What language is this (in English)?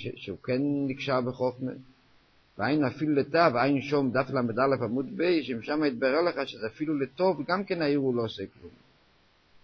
Hebrew